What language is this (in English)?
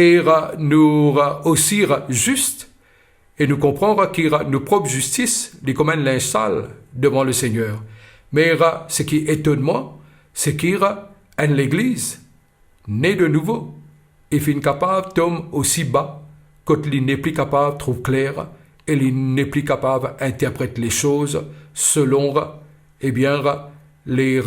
Morisyen